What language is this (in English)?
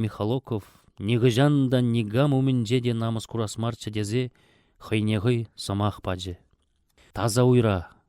Chuvash